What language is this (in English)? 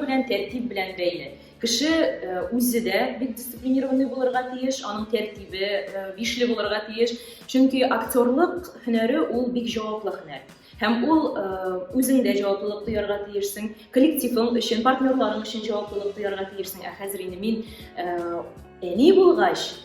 Tatar